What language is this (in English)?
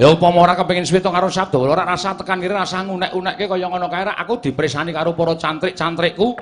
Javanese